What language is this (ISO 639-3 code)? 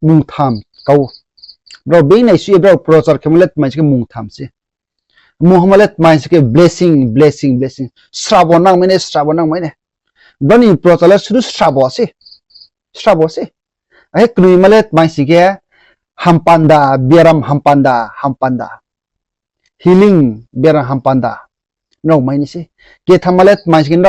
ria